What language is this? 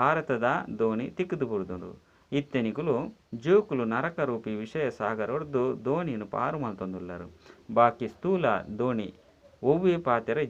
Tulu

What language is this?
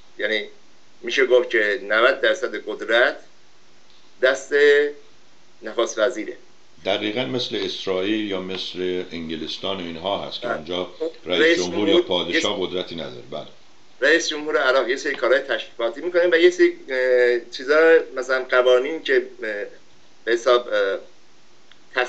Persian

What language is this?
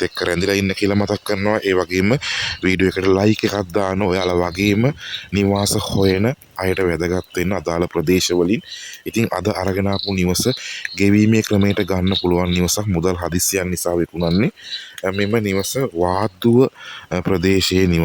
Sinhala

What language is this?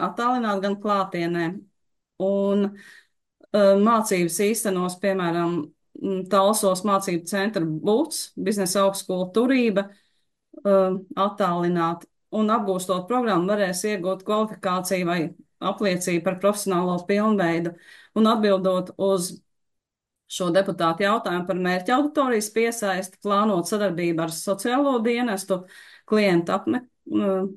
Latvian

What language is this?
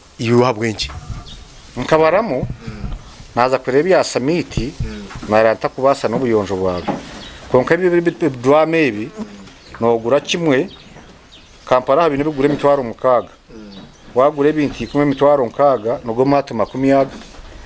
Nyankole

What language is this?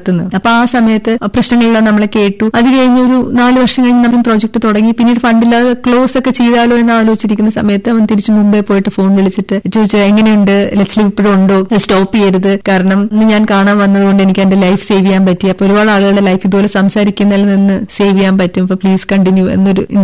Malayalam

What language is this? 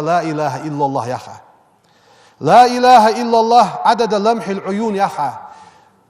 Ingush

